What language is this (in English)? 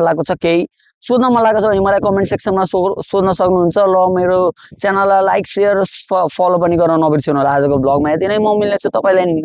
Nepali